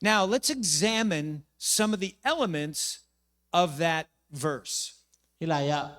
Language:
Tedim Chin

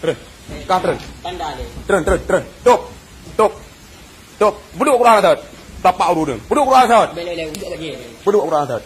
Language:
Achinese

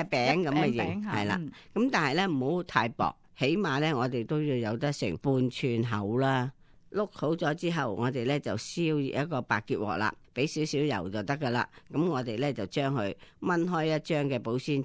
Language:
Cantonese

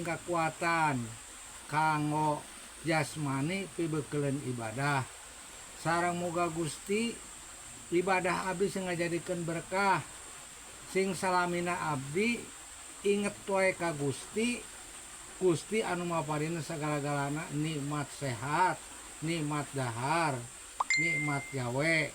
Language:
Sundanese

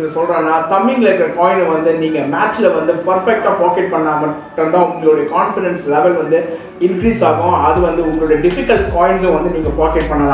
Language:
Tamil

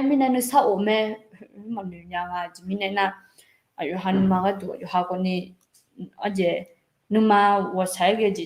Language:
Akha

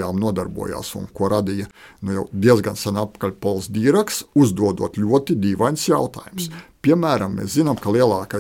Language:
Latvian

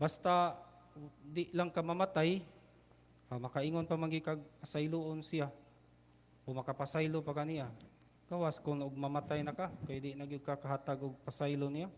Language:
Cebuano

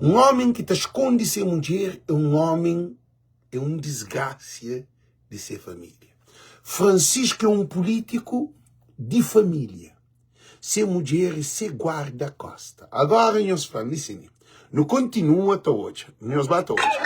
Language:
Kabuverdianu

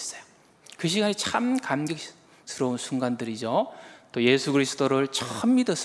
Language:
Korean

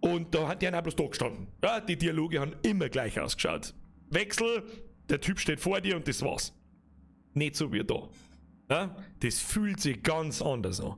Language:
Bavarian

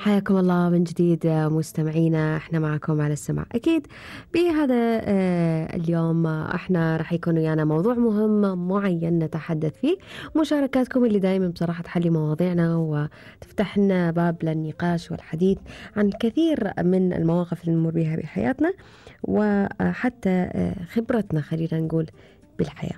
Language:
Gulf Arabic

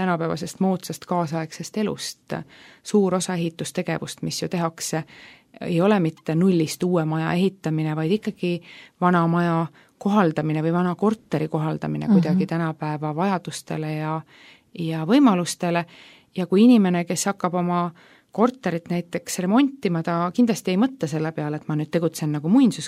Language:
Estonian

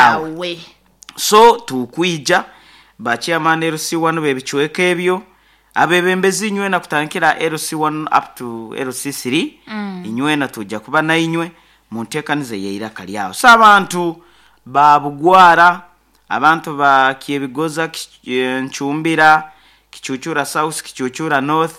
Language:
Nyoro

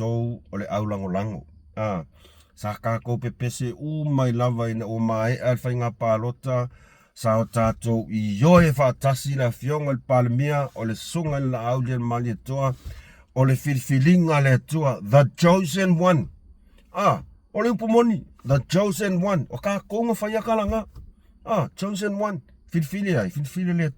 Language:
Samoan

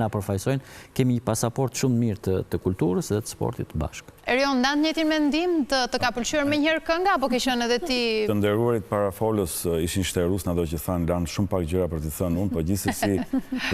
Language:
Albanian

